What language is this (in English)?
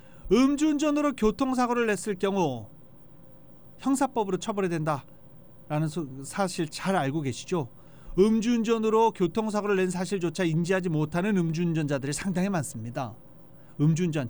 Korean